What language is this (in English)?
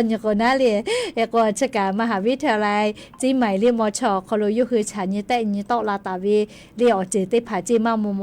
Lahu